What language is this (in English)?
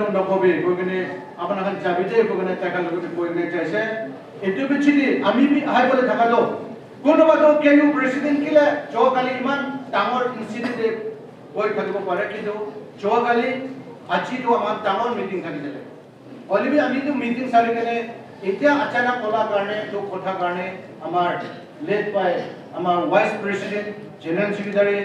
Naga Pidgin